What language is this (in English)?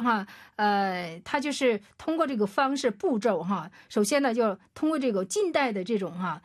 Chinese